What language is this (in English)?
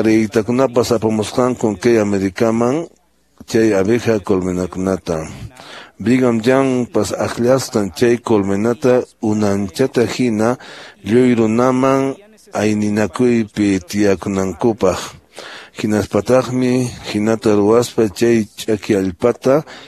Quechua